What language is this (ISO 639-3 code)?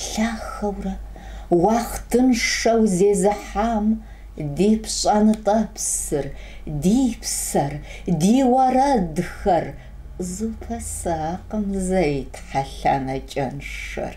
kbd